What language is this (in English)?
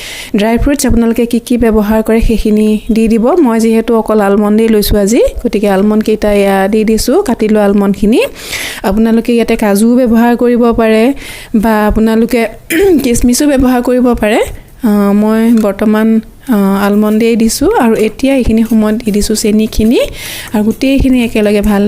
Assamese